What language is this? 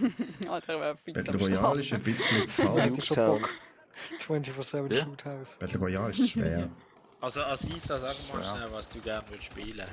Swiss German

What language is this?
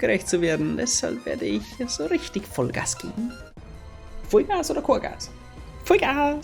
Bavarian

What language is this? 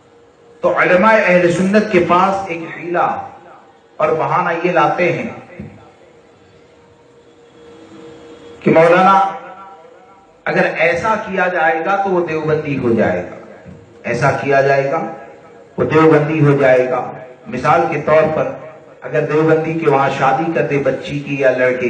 Urdu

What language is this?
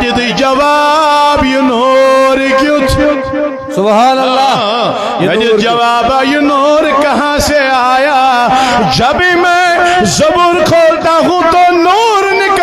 Kashmiri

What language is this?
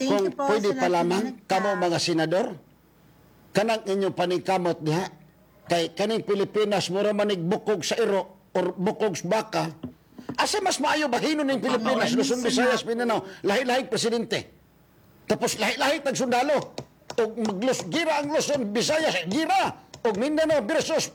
Cebuano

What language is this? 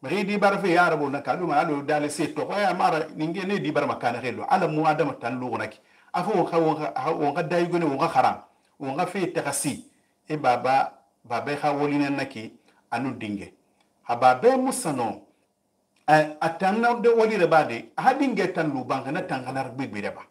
Susu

